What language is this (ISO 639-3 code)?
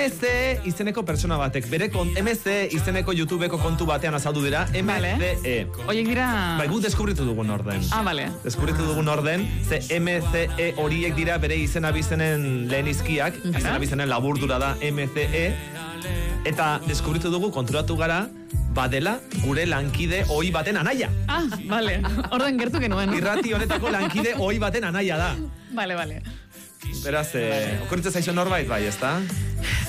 eus